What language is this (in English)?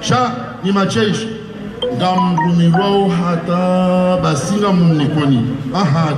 Ngazidja Comorian